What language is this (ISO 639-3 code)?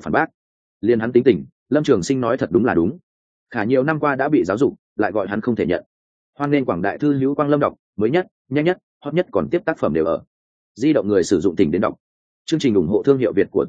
vie